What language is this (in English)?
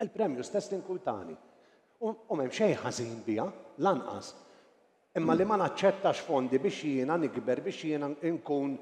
Maltese